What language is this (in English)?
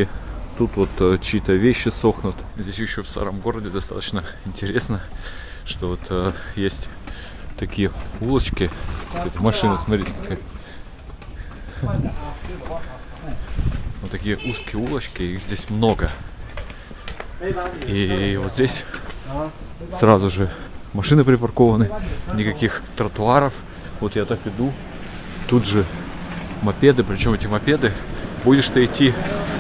Russian